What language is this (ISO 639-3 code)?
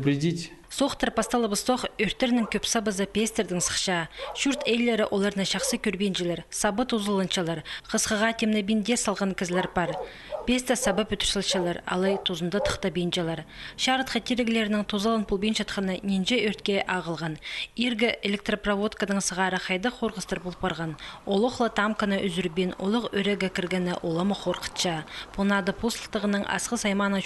kjh